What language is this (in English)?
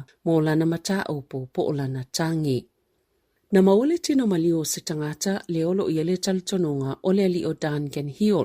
Samoan